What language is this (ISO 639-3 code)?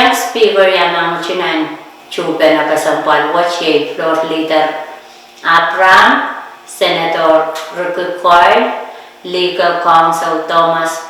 pon